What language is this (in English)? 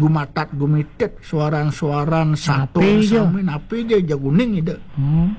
Balinese